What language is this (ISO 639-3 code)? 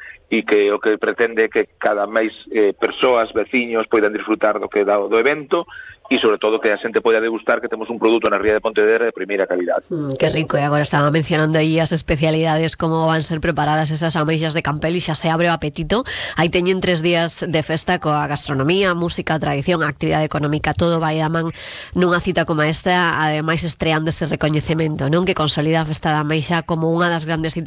glg